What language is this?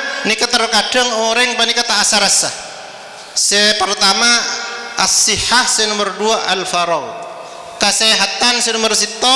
Madurese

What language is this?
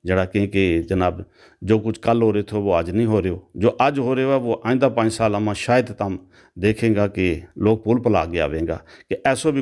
Gujari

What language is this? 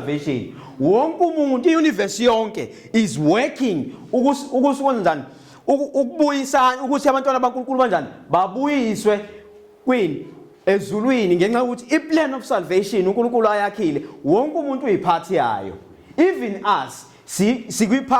Zulu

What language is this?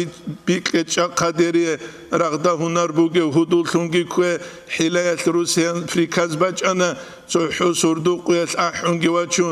Avaric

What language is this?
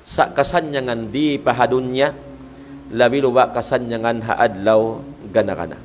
Tausug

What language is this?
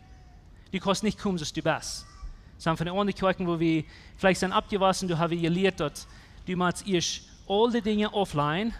Plautdietsch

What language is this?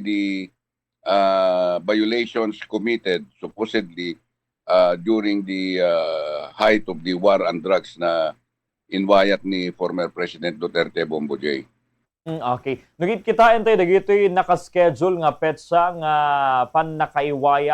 Iloko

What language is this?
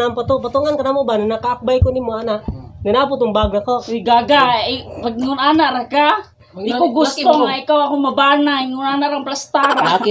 Cebuano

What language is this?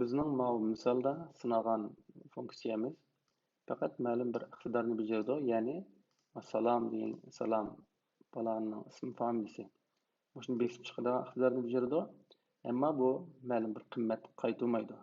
Uyghur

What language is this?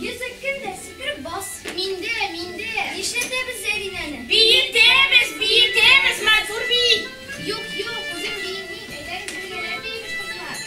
Tatar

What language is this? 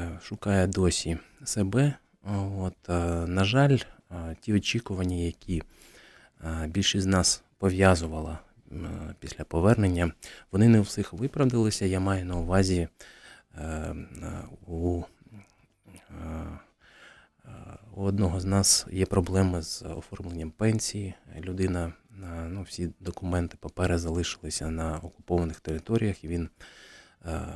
Ukrainian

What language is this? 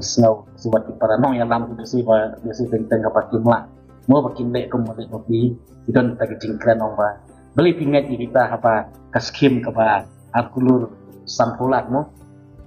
Khasi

